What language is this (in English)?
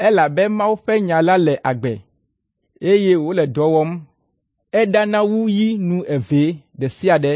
Ewe